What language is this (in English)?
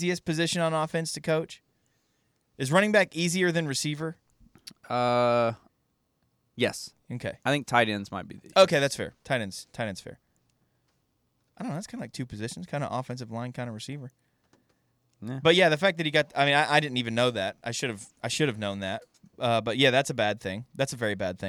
English